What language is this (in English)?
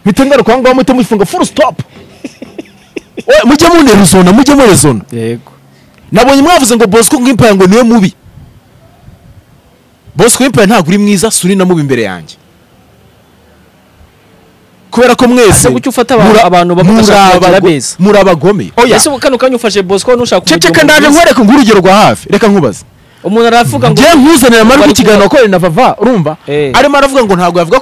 Kinyarwanda